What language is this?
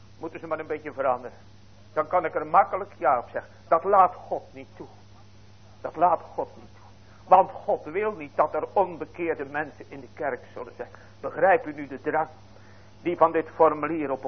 Dutch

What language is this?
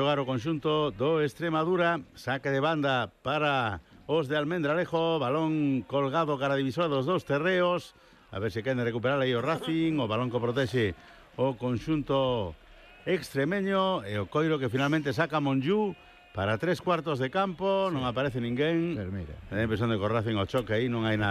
Galician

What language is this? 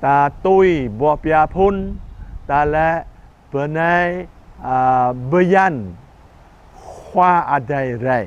Jarai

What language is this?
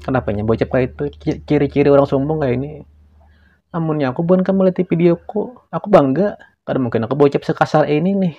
Banjar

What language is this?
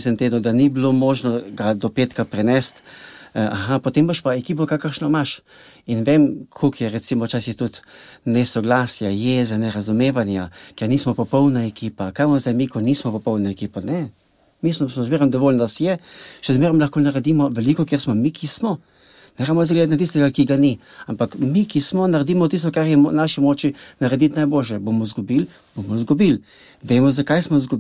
Slovenian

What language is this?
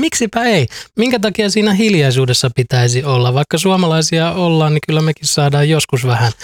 Finnish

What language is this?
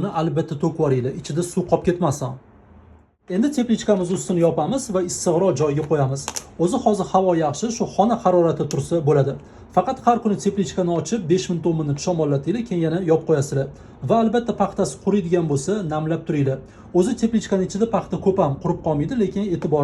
Uzbek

